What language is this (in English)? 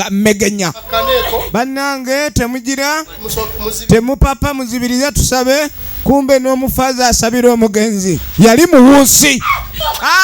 Ganda